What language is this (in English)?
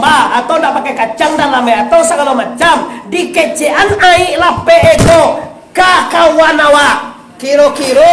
Minangkabau